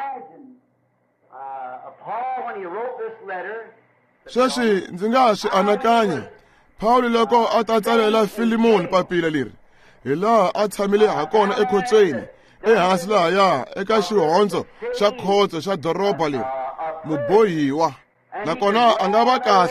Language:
Tsonga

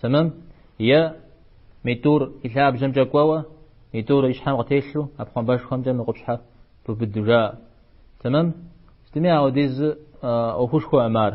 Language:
Kabardian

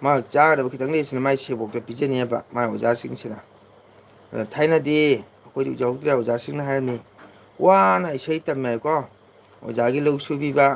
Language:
Manipuri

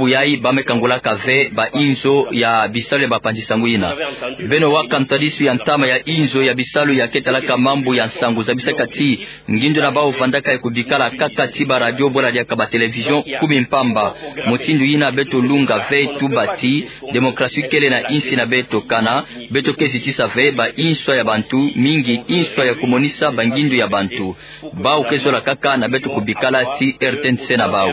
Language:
Kituba (Democratic Republic of Congo)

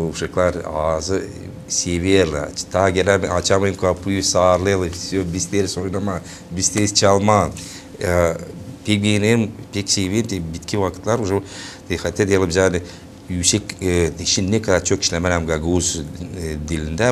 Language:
Gagauz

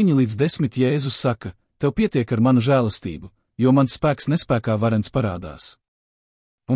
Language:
Latvian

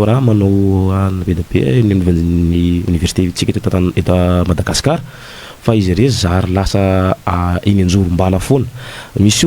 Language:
Malagasy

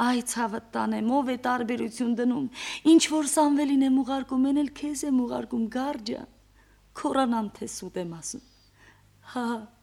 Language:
Armenian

